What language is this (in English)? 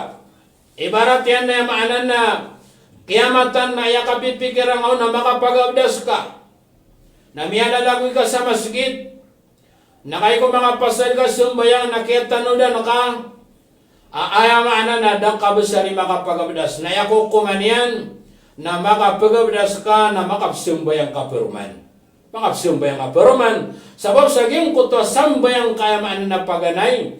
Maranao